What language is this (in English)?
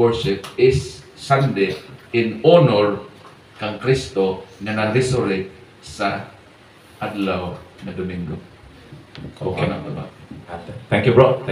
Cebuano